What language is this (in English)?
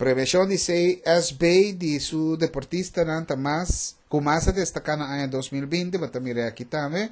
Papiamento